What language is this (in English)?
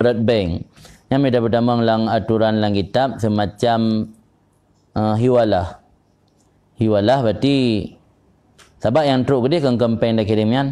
Achinese